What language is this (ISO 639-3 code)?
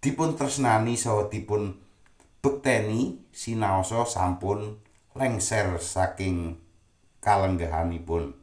jav